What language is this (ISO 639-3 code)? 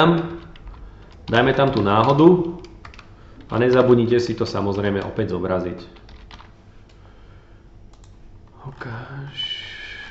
slk